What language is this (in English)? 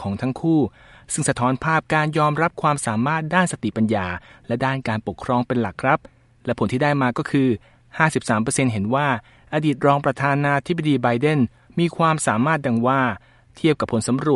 Thai